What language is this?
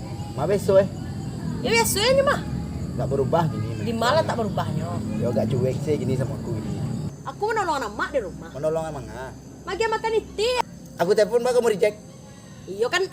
Minangkabau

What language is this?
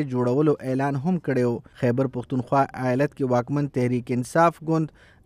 Pashto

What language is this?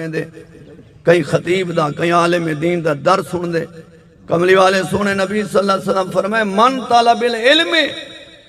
Saraiki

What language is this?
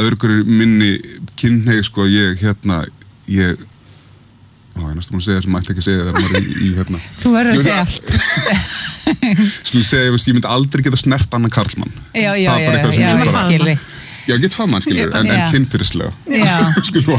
Icelandic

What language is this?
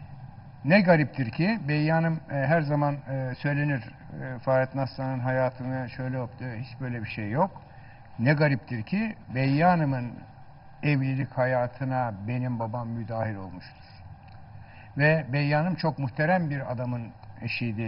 Turkish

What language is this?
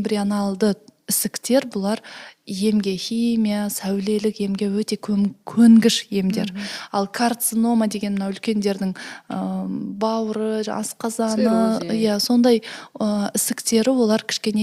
Kazakh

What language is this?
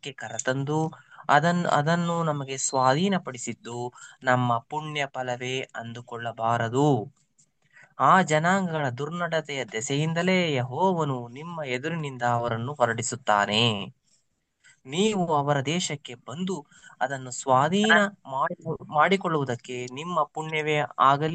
Kannada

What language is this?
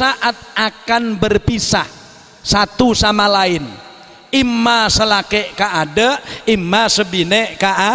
Madurese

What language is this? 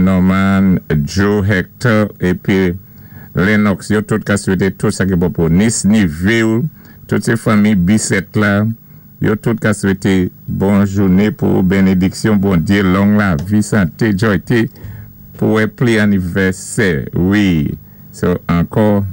Saint Lucian Creole French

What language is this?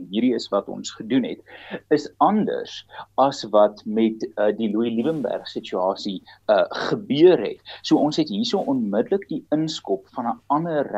Afrikaans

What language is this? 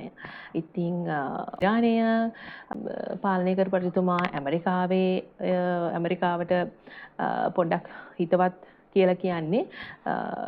Sinhala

